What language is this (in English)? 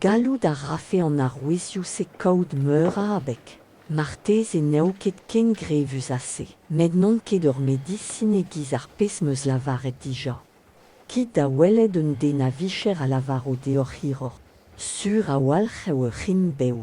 Breton